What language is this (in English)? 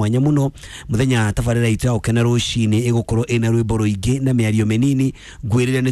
Kikuyu